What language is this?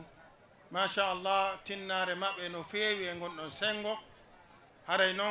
Fula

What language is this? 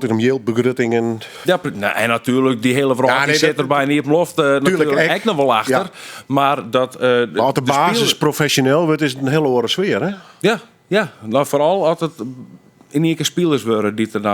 Western Frisian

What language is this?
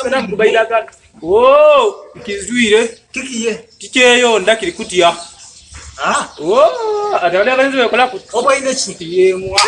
Soga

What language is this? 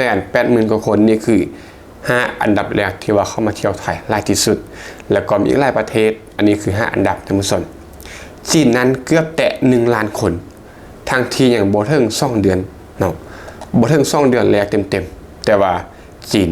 Lao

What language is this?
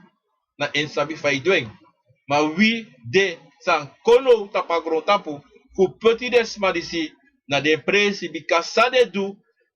Sranan Tongo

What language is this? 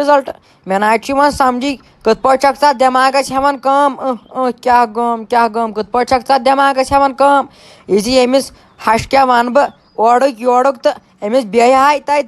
Kashmiri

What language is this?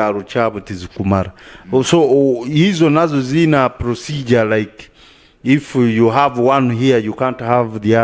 Nyankole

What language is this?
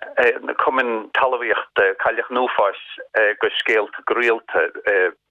Irish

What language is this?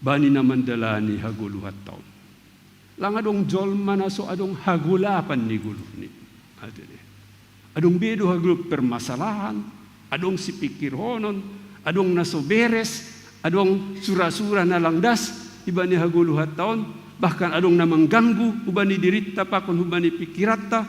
Batak Simalungun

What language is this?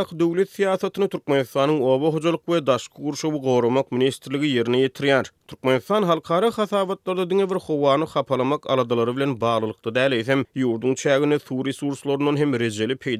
Turkmen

